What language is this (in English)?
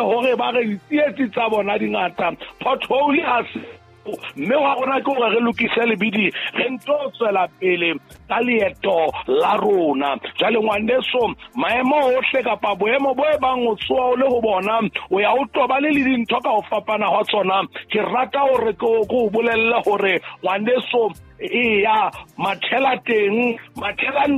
Southern Sotho